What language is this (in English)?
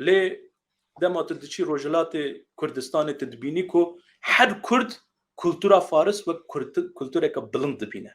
Kurdish